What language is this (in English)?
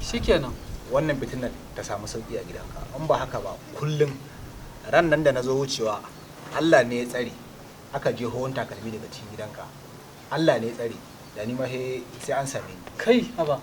Hausa